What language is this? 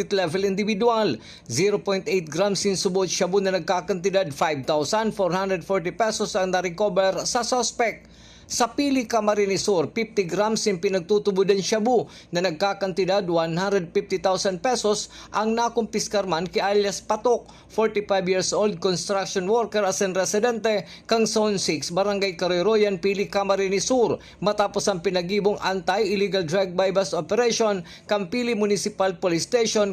Bikol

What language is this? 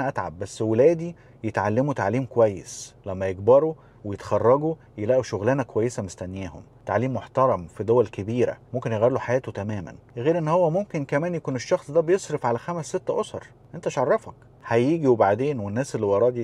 Egyptian Arabic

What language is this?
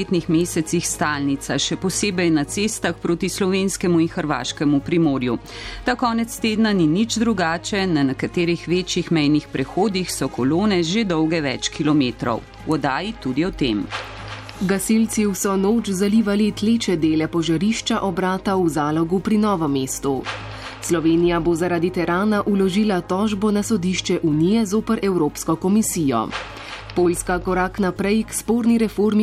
Slovenian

